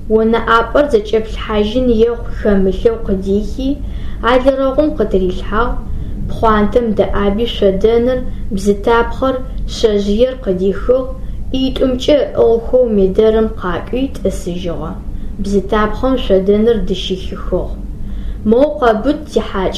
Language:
Adyghe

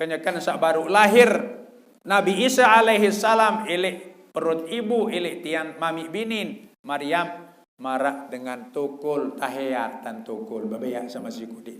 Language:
Sasak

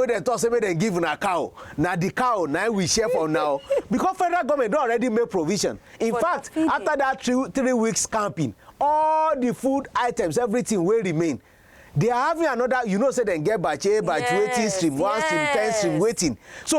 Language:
Nigerian Pidgin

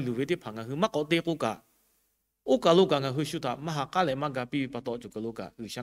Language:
Lahu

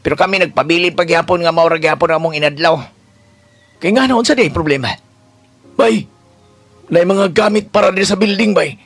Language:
Cebuano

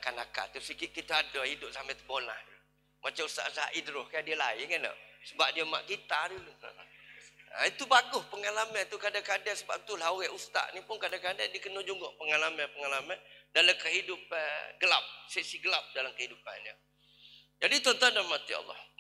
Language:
Malay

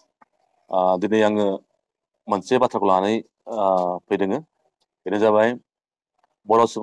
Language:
Bodo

